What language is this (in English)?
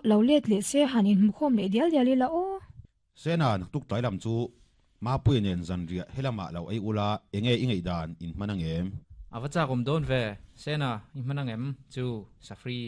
Mizo